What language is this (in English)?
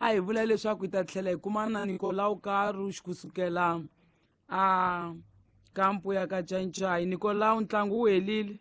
Tsonga